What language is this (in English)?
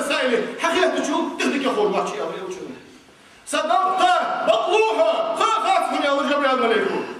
Ingush